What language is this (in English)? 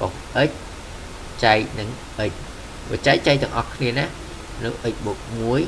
Khmer